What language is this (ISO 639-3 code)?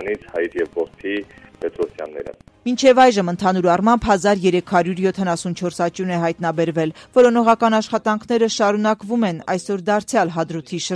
hye